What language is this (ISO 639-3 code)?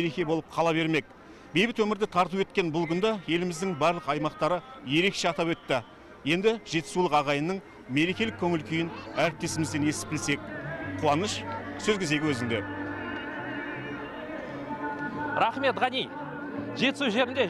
kaz